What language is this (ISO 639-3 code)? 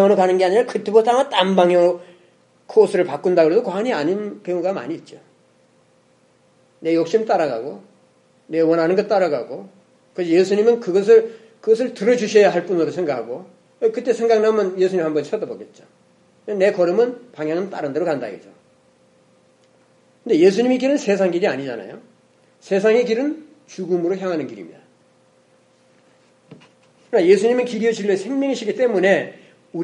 kor